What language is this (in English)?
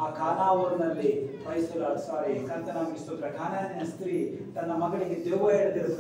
Kannada